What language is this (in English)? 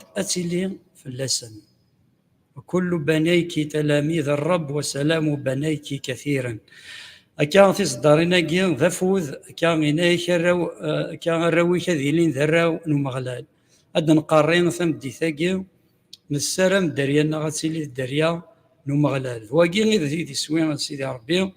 Kabyle